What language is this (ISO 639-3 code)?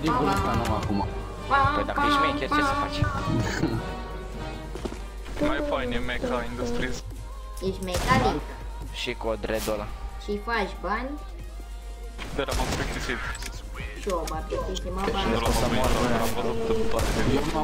ron